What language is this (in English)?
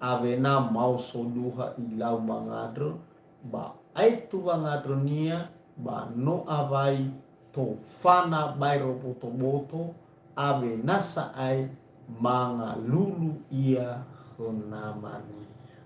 Nias